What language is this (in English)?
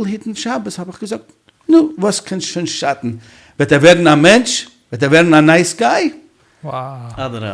Yiddish